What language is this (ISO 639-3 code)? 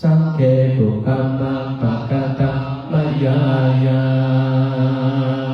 pli